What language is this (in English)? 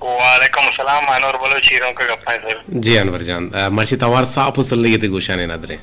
Eastern Balochi